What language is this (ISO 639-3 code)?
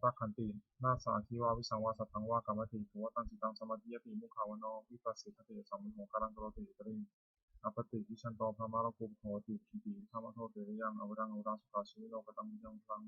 pli